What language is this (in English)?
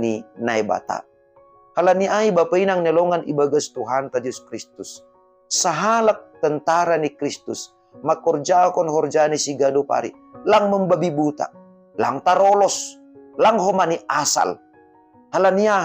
Batak Simalungun